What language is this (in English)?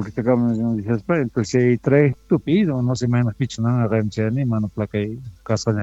Quechua